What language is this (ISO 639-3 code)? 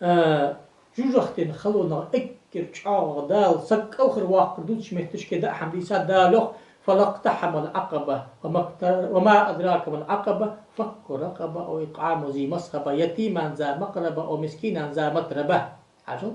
inh